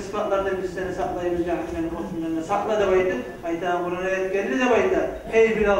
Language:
Kumyk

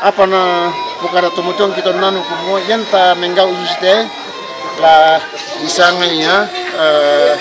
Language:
Toraja-Sa'dan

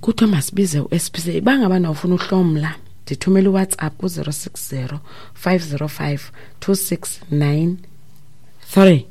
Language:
Xhosa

